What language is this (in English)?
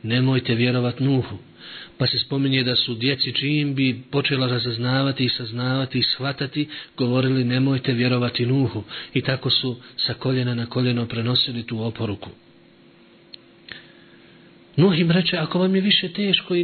Bosnian